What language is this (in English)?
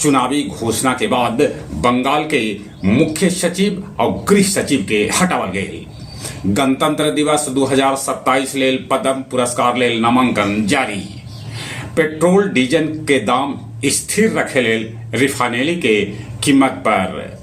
Magahi